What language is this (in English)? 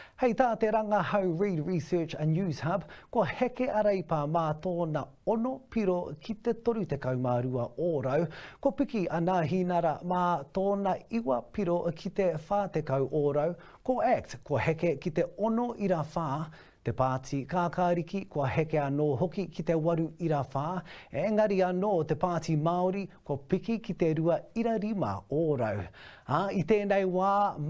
Māori